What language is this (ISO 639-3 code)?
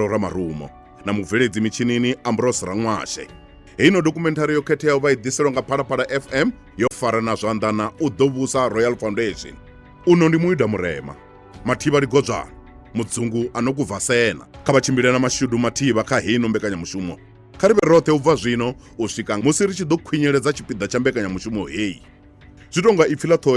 ven